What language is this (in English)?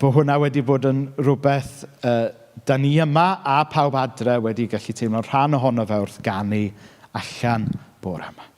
Welsh